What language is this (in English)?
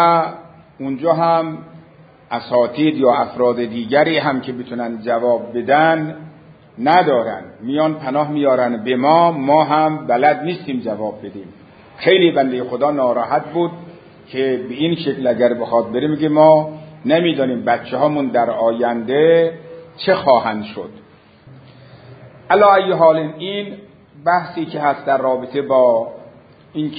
Persian